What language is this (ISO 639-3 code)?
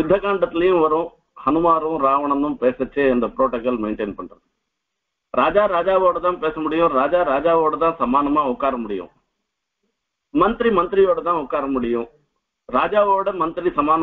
tam